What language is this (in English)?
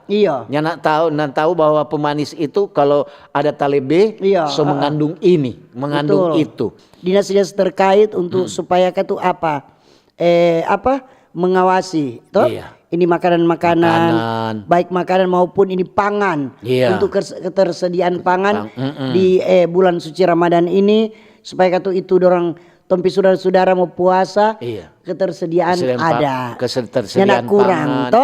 Manado Malay